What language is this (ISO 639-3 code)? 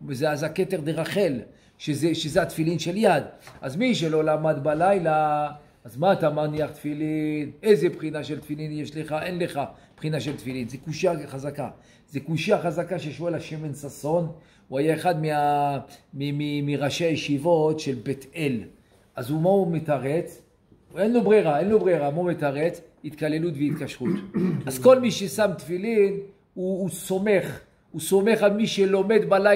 heb